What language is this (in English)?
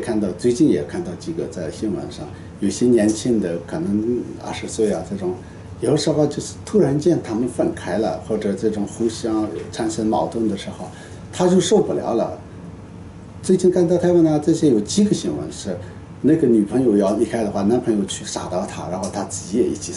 Chinese